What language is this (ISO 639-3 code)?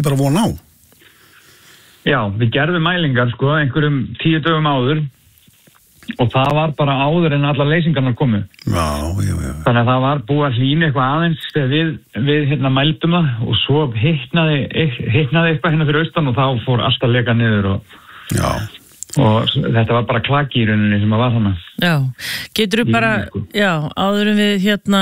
isl